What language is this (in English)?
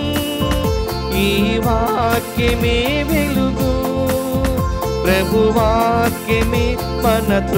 Telugu